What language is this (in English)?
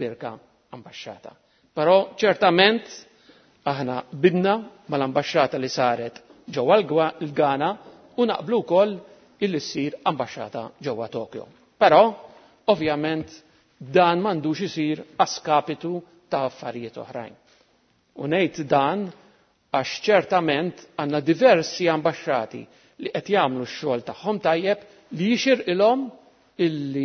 Maltese